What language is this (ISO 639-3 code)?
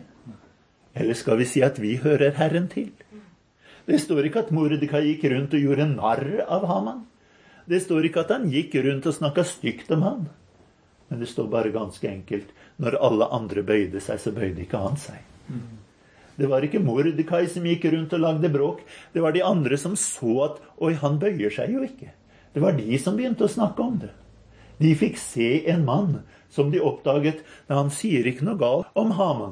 nor